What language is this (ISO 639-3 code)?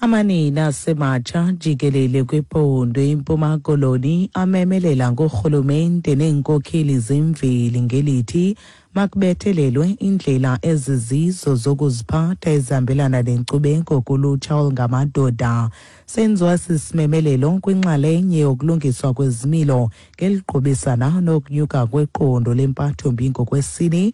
xho